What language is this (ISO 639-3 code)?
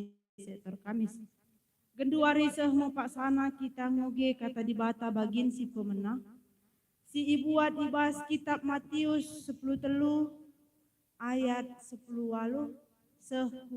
btx